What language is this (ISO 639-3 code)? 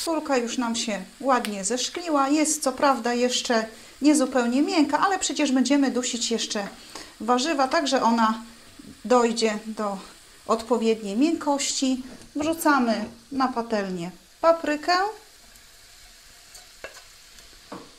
pol